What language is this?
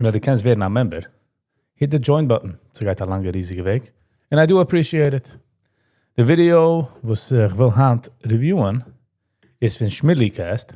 Yiddish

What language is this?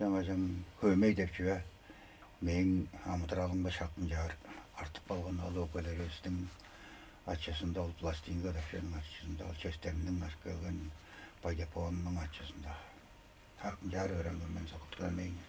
Tuvinian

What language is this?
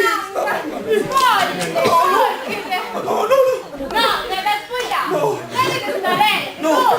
Neapolitan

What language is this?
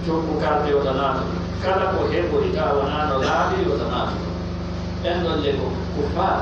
Pular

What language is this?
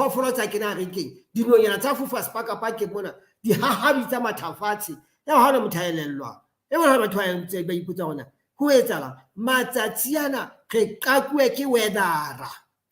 Southern Sotho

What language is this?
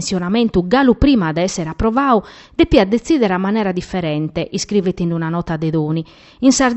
Sardinian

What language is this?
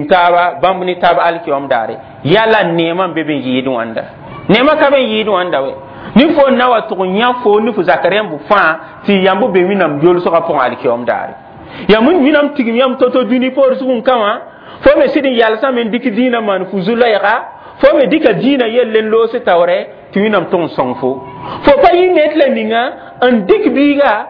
Mossi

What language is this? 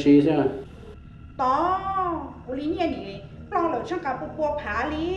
Hmong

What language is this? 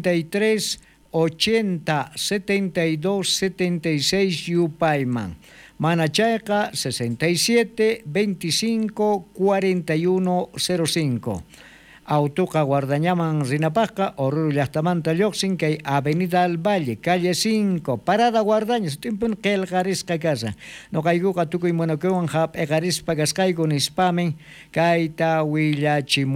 South Bolivian Quechua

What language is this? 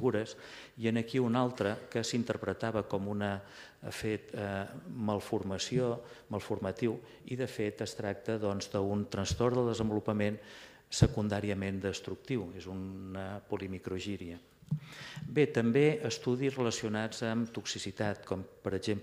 Catalan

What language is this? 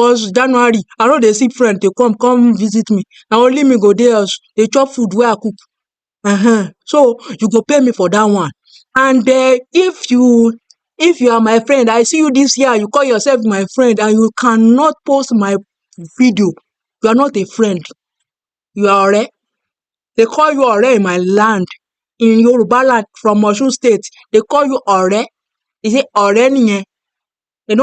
Nigerian Pidgin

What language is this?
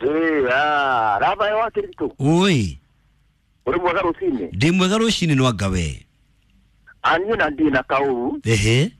Kikuyu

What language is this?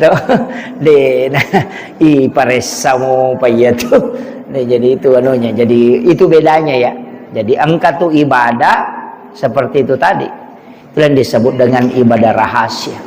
Buginese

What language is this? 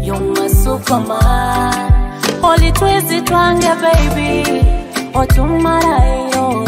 Nyoro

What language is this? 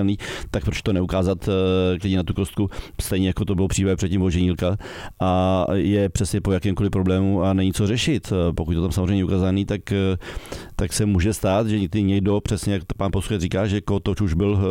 Czech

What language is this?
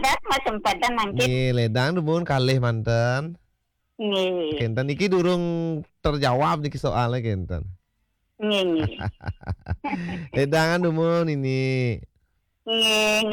Balinese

